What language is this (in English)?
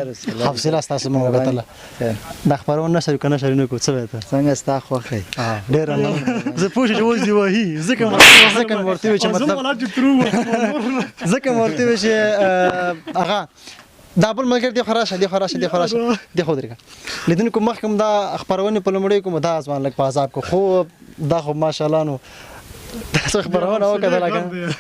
Pashto